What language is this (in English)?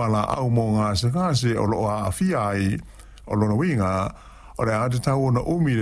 Samoan